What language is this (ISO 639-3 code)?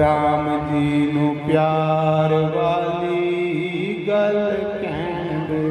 doi